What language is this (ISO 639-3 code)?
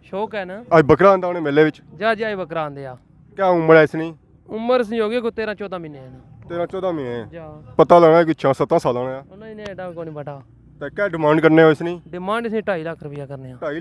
phr